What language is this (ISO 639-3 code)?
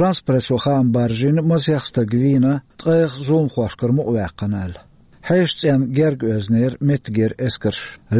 che